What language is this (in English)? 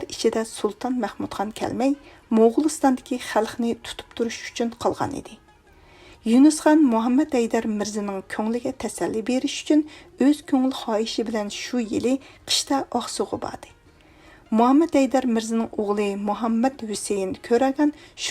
Uyghur